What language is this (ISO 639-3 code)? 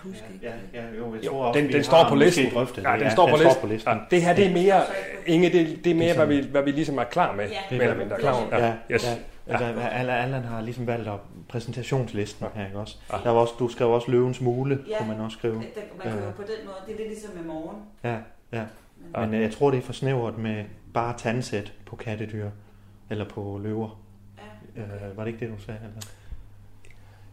dan